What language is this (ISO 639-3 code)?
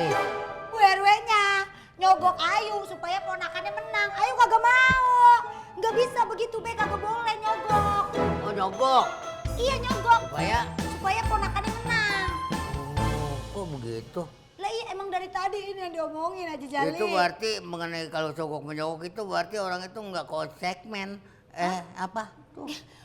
bew